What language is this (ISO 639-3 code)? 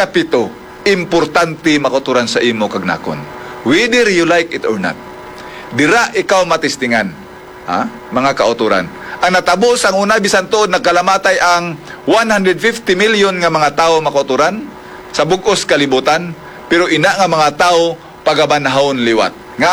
hil